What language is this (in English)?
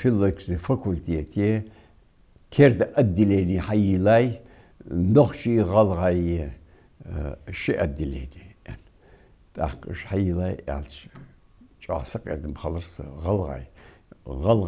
Ingush